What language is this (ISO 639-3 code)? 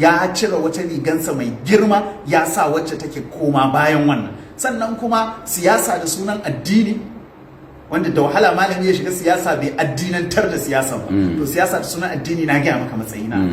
hau